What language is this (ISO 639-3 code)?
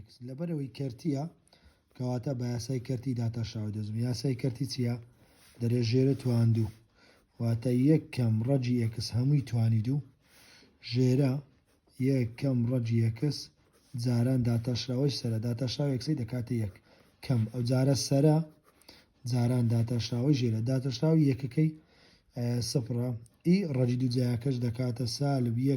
ckb